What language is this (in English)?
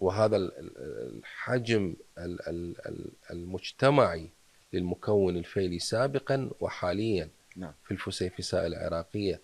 Mesopotamian Arabic